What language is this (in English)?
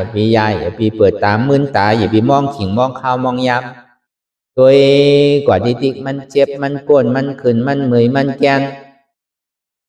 Shan